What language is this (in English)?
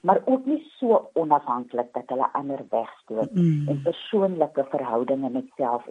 Afrikaans